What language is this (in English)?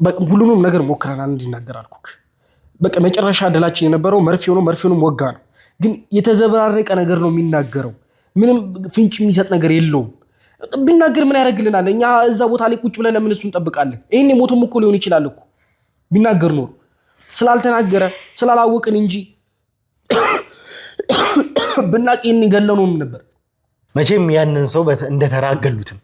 Amharic